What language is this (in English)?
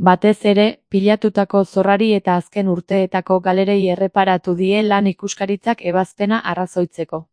Basque